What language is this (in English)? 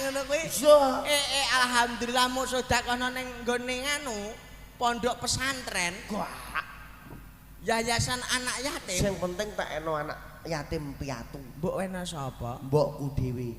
Javanese